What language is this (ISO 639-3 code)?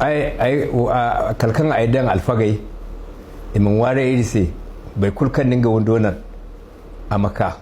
hau